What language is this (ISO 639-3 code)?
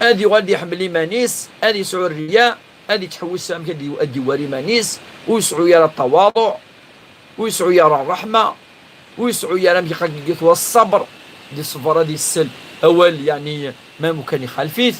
kab